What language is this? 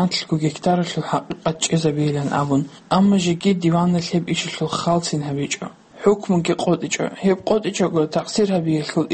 Avaric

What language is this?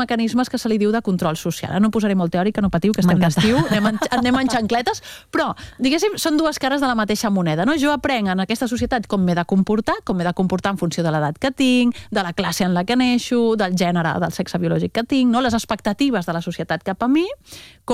Catalan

